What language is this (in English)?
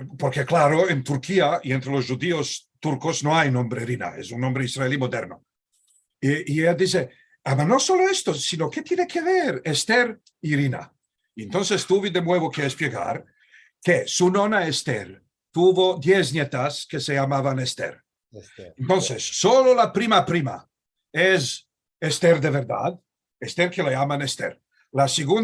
Ladino